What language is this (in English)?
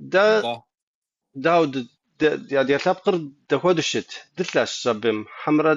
Kabardian